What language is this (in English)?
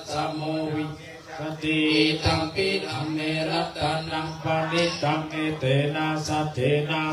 Pali